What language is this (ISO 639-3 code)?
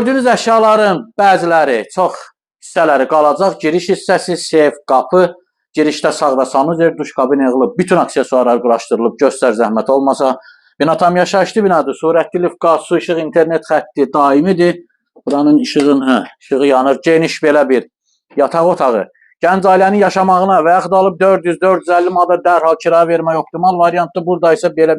aze